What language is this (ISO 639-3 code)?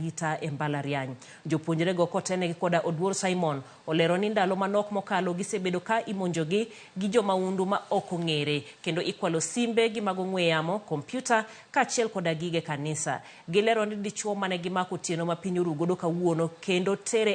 luo